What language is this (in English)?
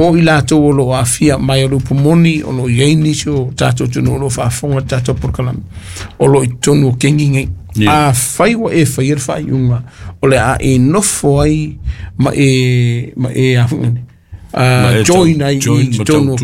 Samoan